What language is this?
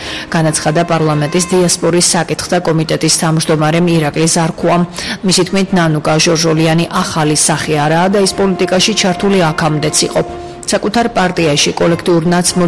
Georgian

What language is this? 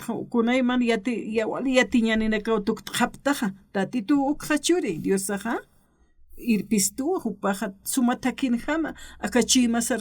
Aymara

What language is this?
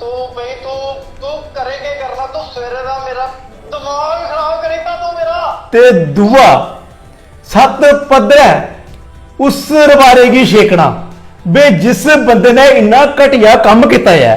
Dogri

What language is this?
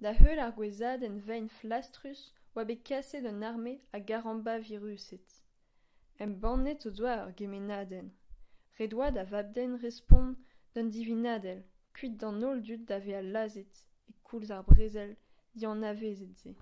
Breton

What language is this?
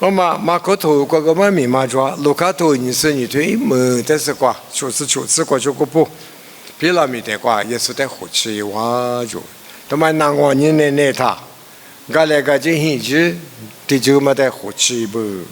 Lisu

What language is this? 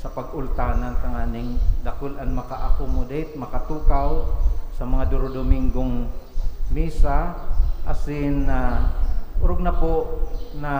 Bikol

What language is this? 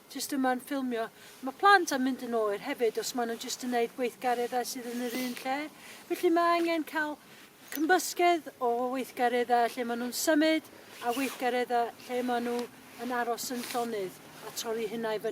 Welsh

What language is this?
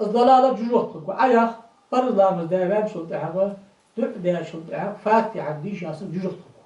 Ingush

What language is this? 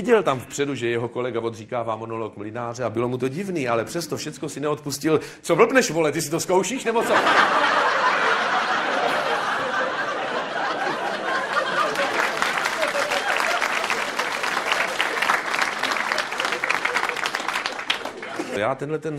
Czech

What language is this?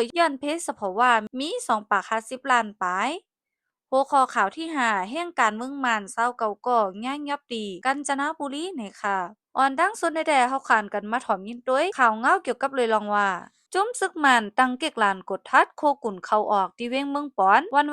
Shan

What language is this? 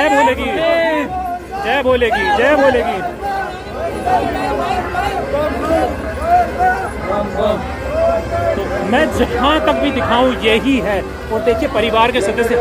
Hindi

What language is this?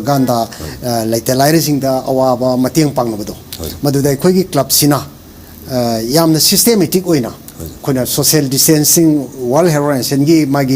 Manipuri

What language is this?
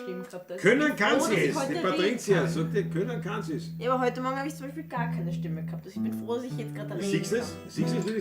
Bavarian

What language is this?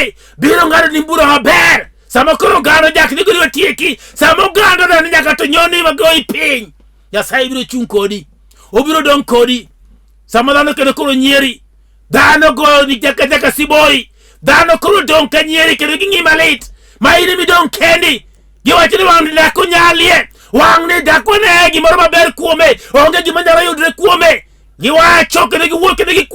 Luo (Kenya and Tanzania)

